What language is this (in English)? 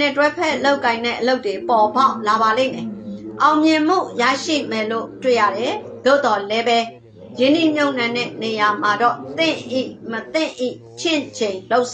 Burmese